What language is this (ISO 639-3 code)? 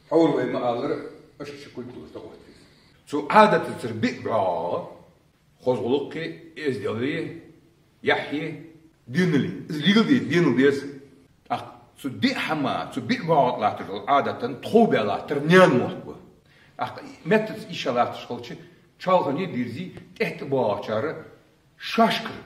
inh